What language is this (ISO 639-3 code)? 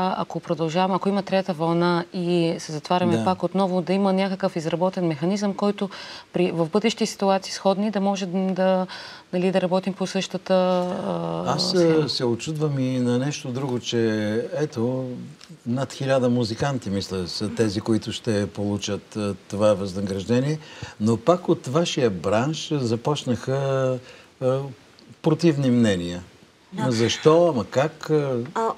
bul